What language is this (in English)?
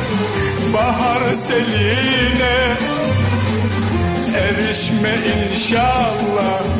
Turkish